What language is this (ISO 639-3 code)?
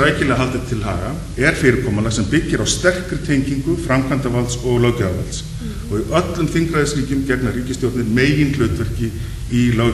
isl